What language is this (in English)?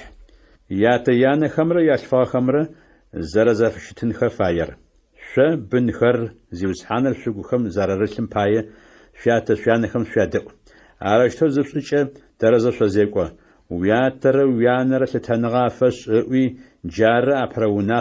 Adyghe